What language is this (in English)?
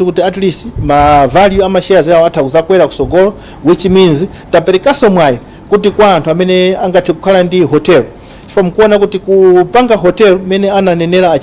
Nyanja